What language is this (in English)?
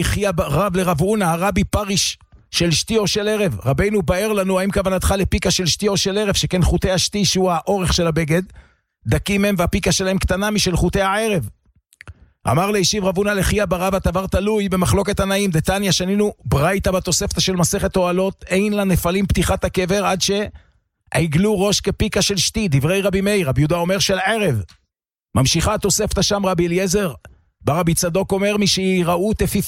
Hebrew